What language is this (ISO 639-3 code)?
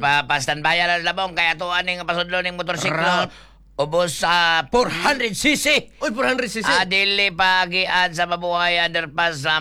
ceb